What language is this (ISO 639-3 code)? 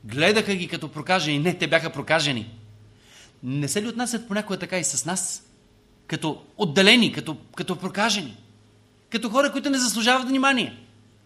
bul